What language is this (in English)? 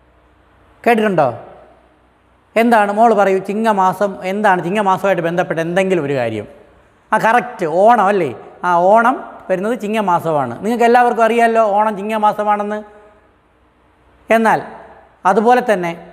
Malayalam